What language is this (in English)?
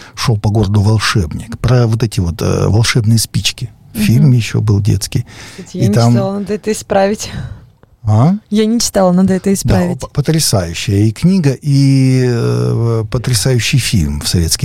Russian